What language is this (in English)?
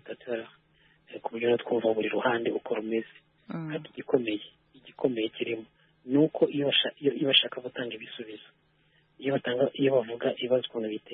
Kinyarwanda